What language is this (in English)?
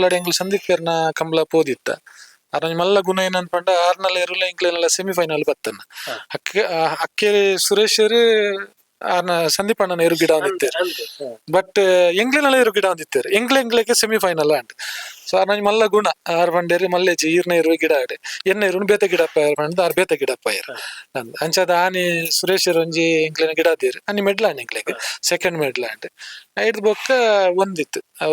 Tulu